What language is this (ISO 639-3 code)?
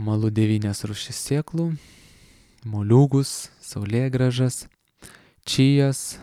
lit